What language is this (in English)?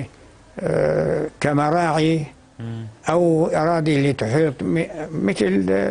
North Levantine Arabic